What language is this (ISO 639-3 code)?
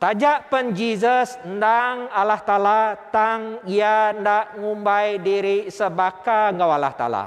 iba